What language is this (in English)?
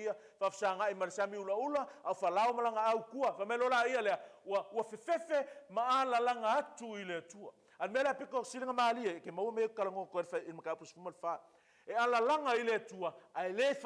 Samoan